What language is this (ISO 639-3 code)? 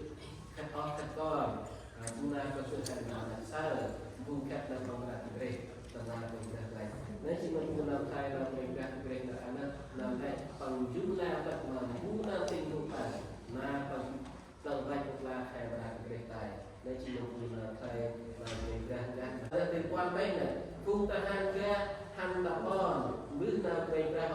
cmo